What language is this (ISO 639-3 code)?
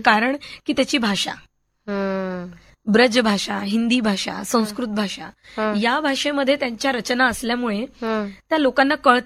mar